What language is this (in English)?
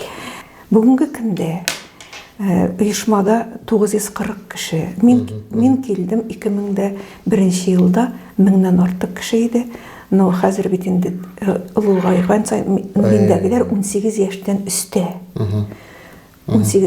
Tatar